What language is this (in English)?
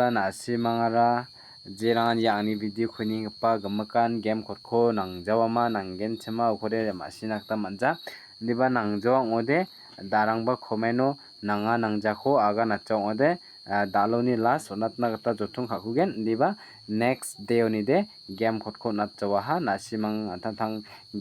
Garo